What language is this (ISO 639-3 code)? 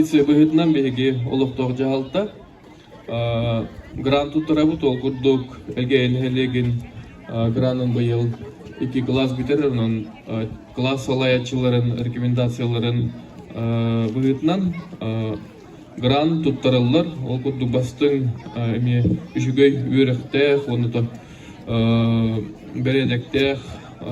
sah